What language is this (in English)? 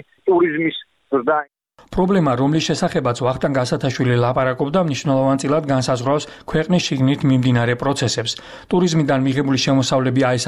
Georgian